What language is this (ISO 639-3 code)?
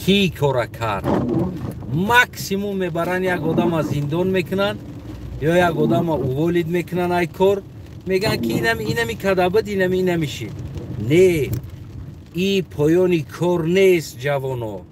tgk